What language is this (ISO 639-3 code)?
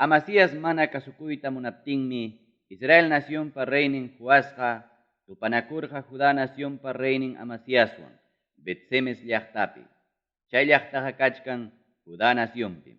quy